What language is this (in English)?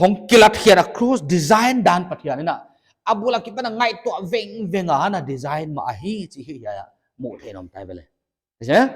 Paite Chin